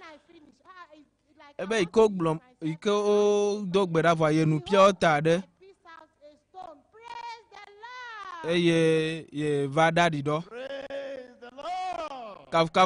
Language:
Ewe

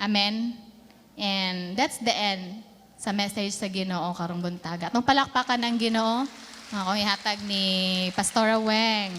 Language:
Cebuano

